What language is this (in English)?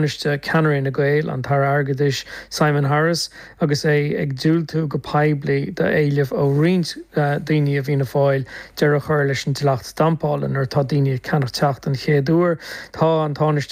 Irish